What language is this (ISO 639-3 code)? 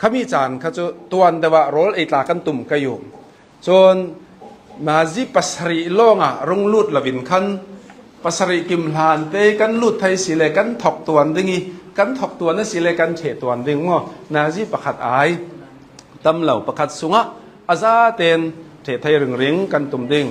cnh